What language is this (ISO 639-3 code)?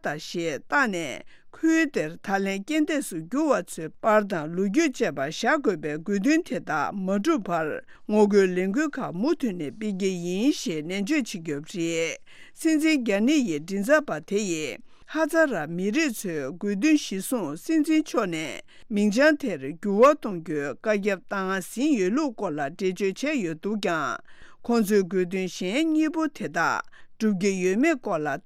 bod